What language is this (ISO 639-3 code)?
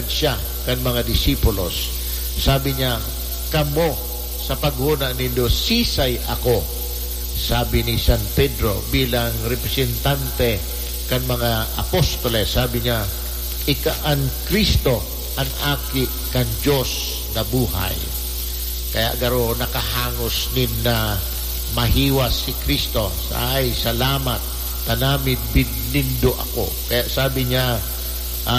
bik